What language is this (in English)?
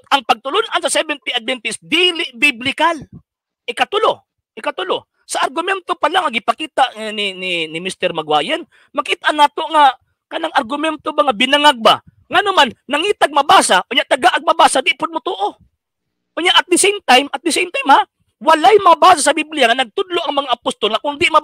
Cebuano